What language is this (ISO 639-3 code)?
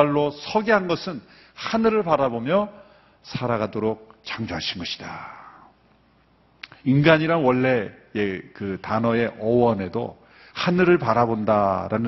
kor